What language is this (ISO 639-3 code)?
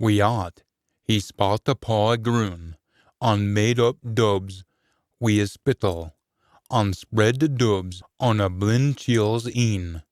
sco